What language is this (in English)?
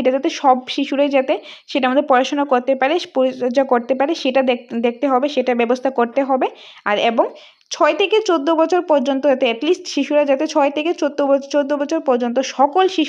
Bangla